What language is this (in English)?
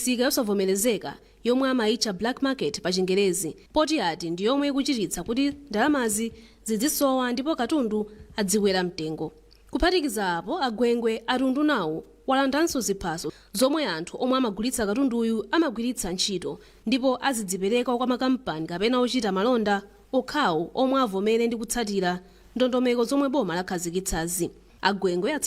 Nyanja